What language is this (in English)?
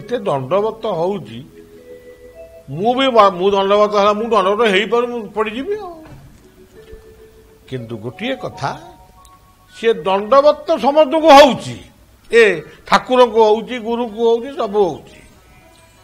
Odia